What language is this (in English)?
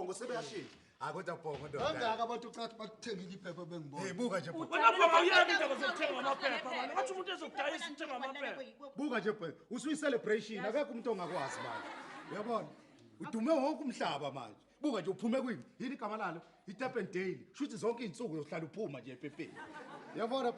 Zulu